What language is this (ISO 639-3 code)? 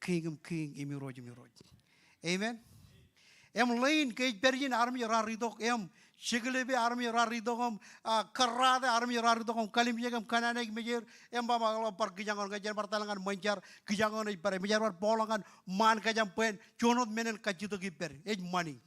mah